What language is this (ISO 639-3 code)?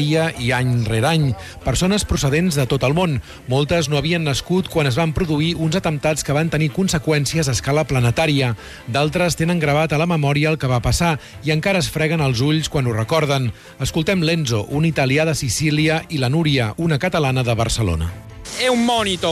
cat